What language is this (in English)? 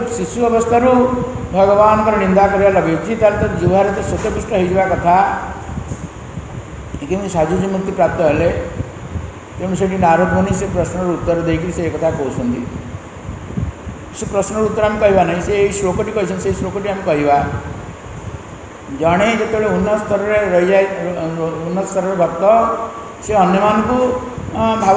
Odia